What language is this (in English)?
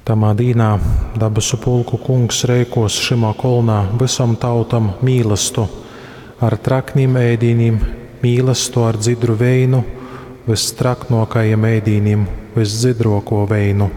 Latgalian